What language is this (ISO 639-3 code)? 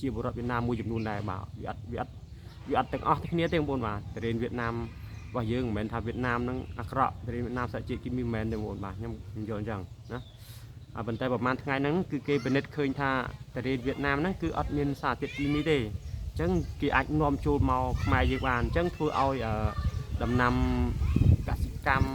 khm